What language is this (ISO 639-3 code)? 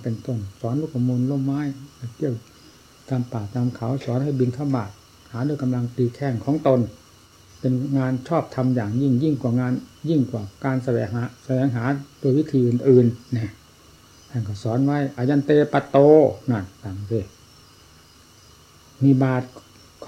tha